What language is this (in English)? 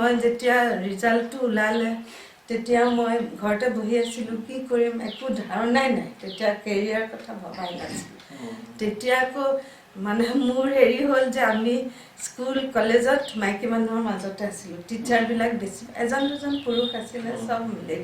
Assamese